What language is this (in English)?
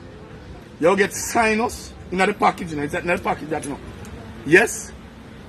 Jamaican Creole English